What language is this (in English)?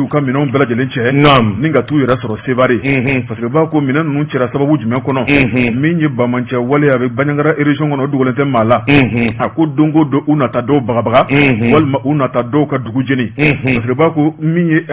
Bambara